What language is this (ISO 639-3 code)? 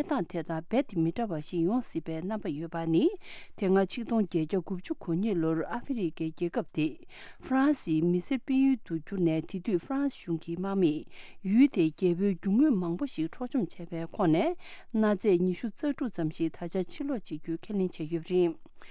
bod